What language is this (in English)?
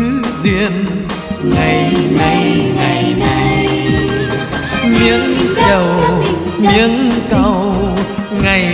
Vietnamese